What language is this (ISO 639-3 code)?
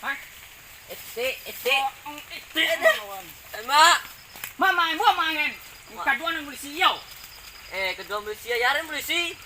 min